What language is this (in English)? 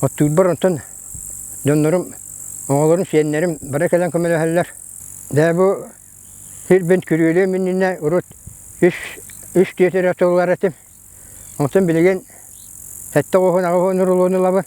Yakut